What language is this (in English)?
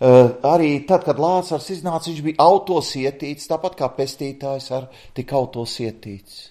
Latvian